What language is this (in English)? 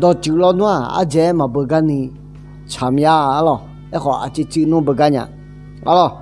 Akha